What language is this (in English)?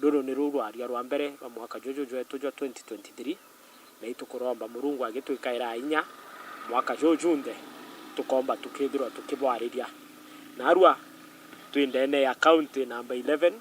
Meru